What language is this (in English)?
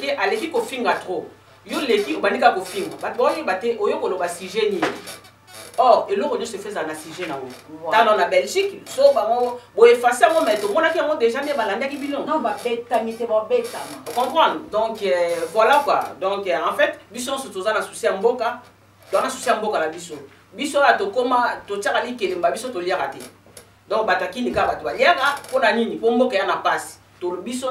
Lingala